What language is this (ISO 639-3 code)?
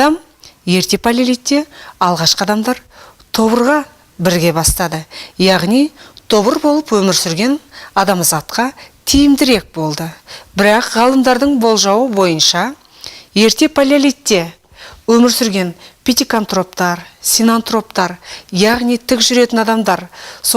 kaz